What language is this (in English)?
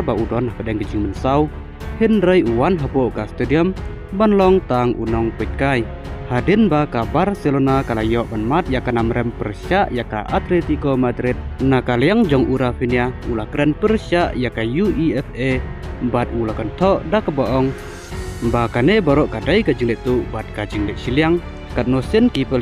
Khasi